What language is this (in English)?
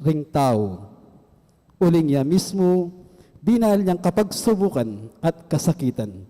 Pampanga